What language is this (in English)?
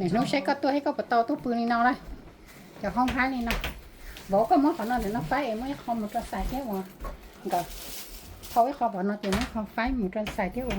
Hmong